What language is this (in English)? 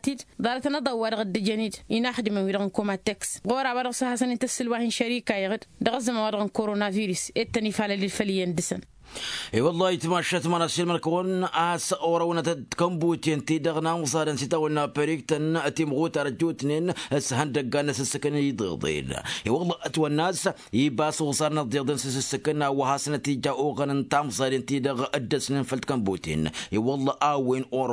Tamasheq